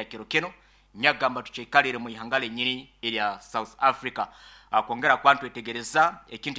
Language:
Nyoro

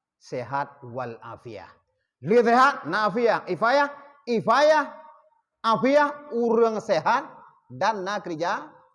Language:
Achinese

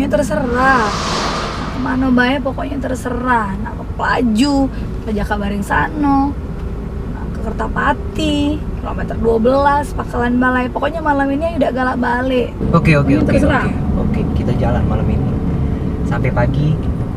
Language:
Musi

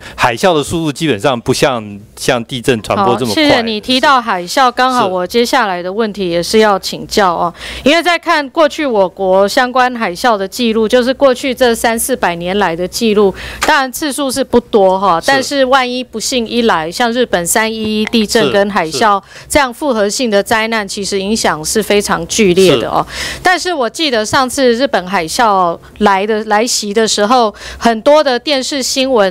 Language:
Chinese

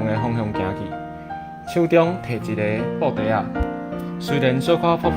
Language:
Min Nan Chinese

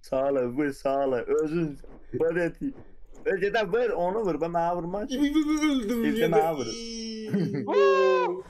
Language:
South Azerbaijani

